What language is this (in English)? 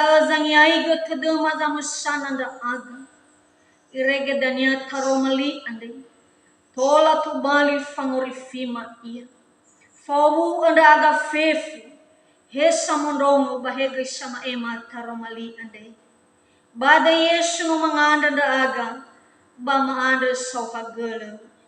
Nias